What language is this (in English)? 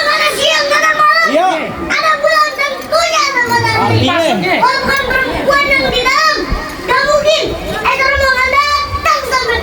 Betawi